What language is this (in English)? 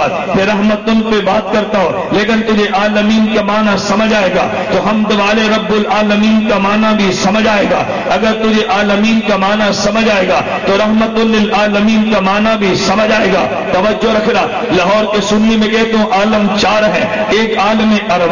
Urdu